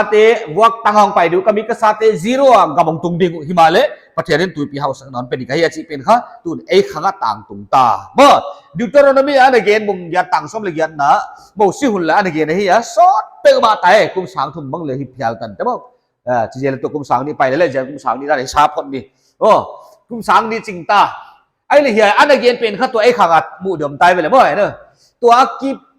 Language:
Paite Chin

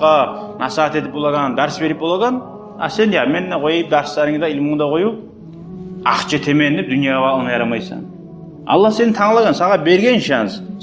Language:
Kumyk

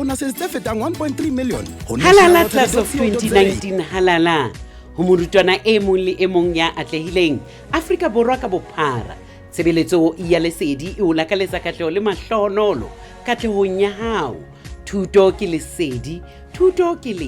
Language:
Southern Sotho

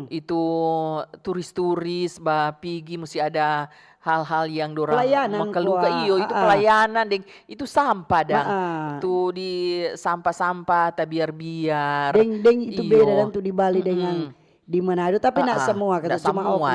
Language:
Manado Malay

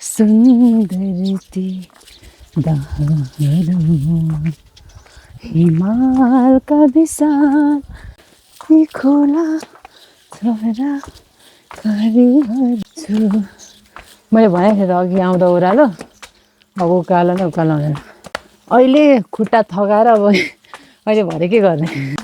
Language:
Nepali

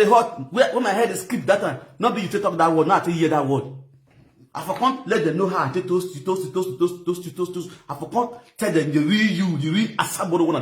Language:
Nigerian Pidgin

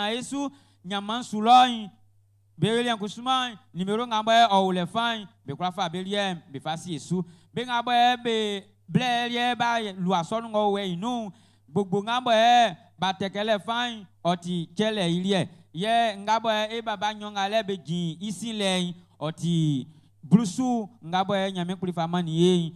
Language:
Baoulé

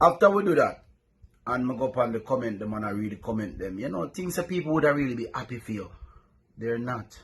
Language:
Jamaican Creole English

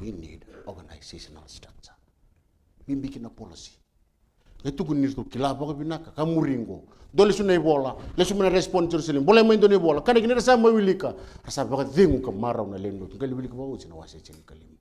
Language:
Fijian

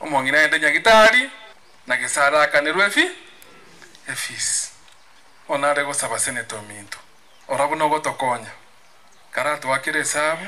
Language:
Gusii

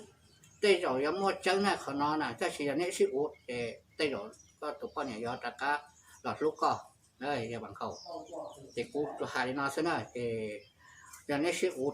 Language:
Hmong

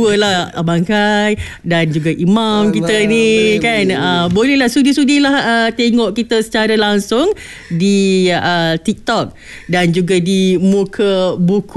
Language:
Malay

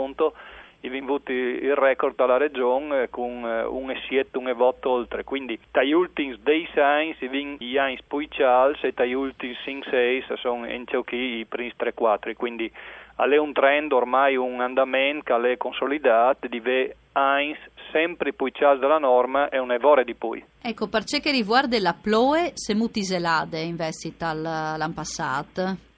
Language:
Friulian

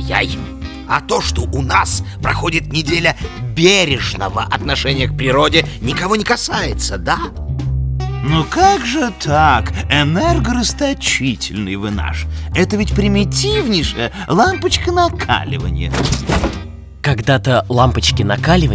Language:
Russian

